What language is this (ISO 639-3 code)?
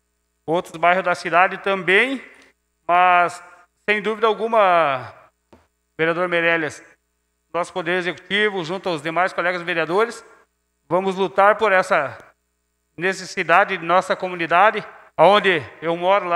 por